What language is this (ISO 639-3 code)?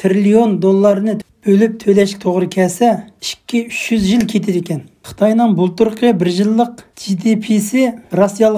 uig